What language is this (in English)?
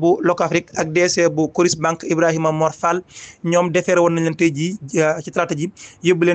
Wolof